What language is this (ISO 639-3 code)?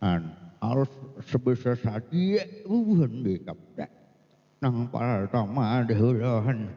bjn